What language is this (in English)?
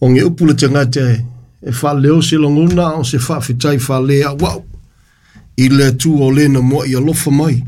Samoan